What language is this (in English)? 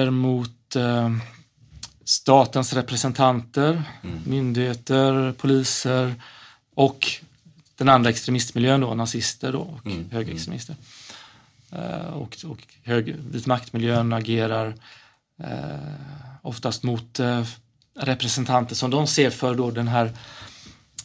Swedish